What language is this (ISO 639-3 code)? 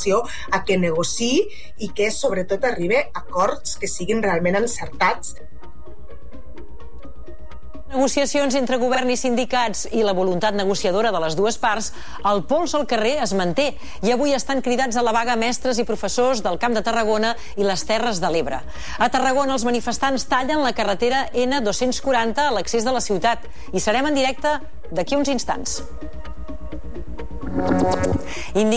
cat